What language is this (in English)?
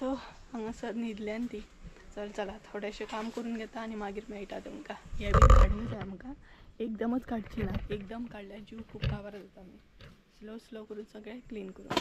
Konkani